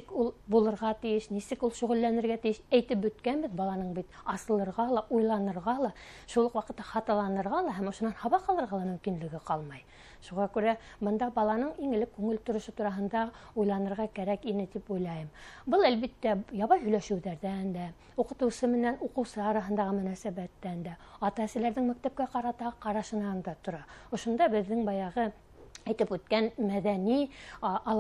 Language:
Bashkir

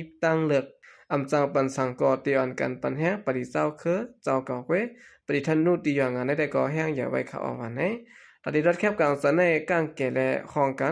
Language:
Shan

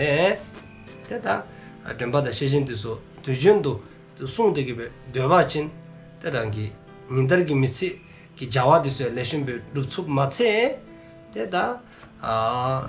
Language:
Dzongkha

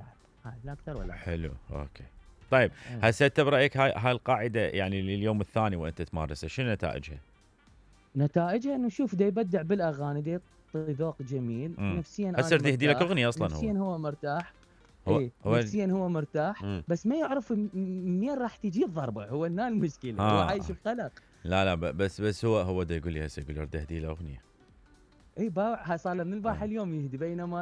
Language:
Mesopotamian Arabic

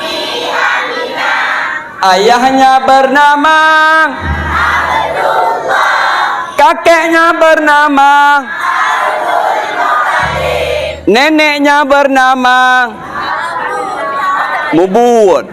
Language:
Achinese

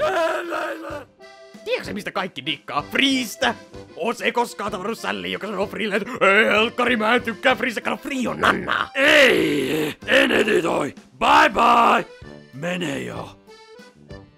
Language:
Finnish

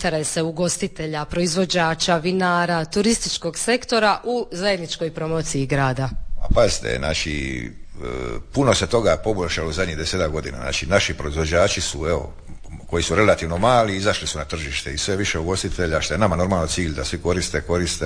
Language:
Croatian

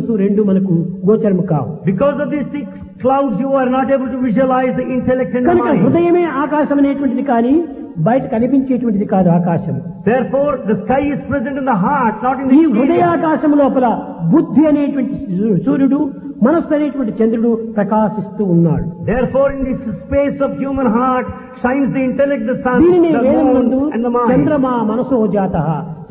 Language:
Telugu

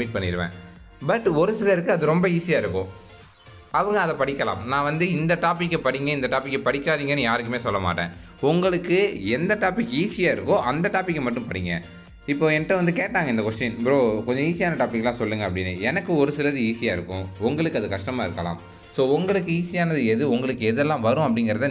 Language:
Tamil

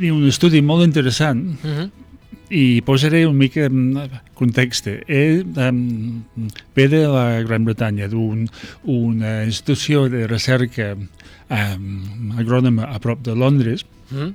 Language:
Catalan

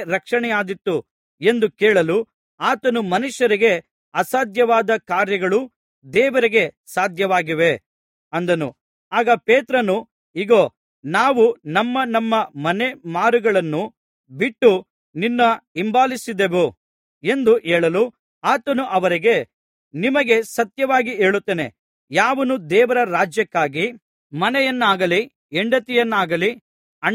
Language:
Kannada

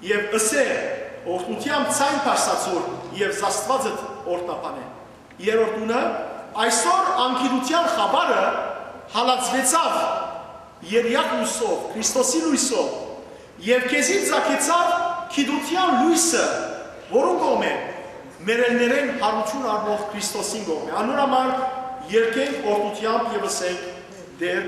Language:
Western Armenian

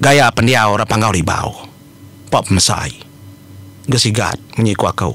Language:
Iban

